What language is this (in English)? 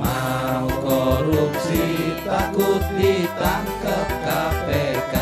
Betawi